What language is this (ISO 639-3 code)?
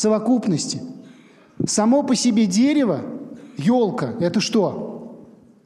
rus